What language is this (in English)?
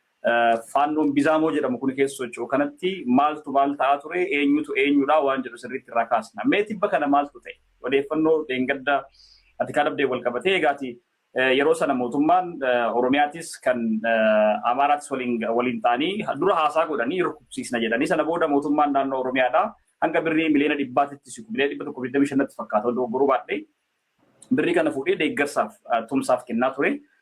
Oromo